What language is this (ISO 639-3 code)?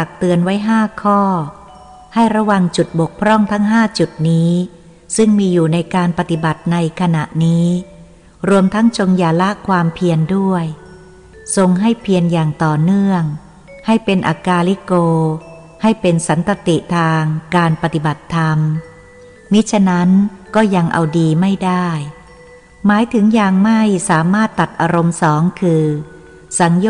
tha